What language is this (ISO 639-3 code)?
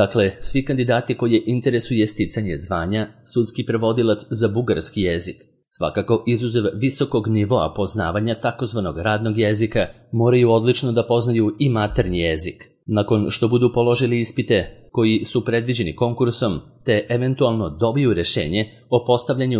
srp